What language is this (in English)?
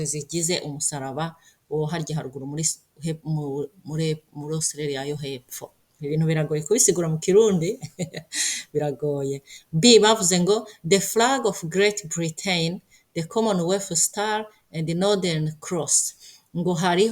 Rundi